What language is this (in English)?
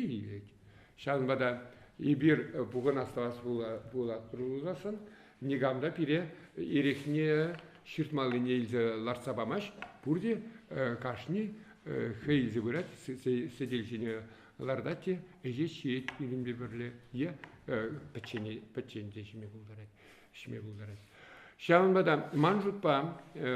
Chuvash